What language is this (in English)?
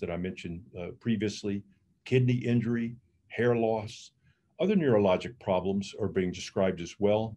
English